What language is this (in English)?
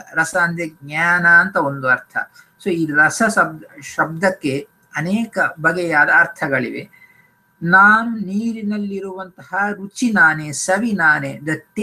Kannada